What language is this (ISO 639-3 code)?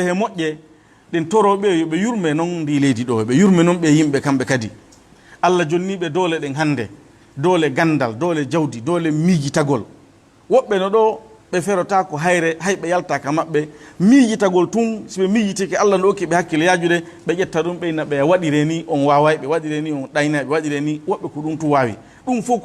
ful